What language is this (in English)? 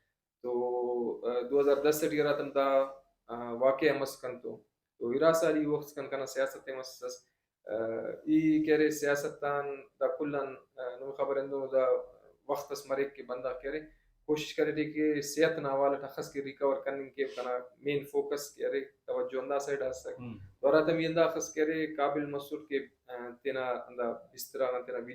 Brahui